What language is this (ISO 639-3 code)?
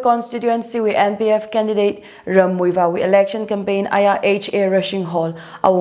nmf